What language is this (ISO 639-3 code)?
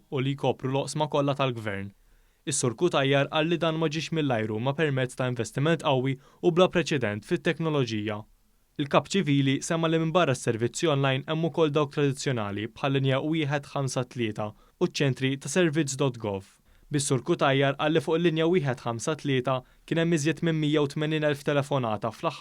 mlt